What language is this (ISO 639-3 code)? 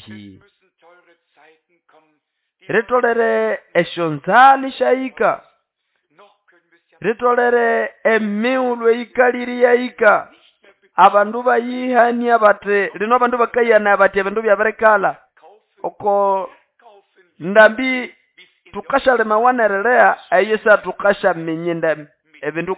nnb